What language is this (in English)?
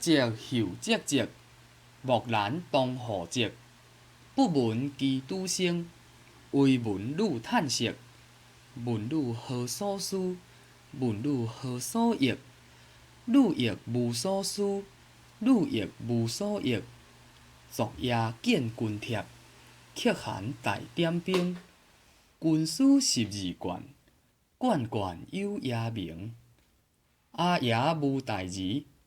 Min Nan Chinese